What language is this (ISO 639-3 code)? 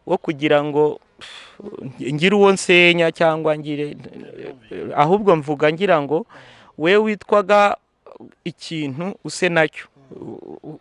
kin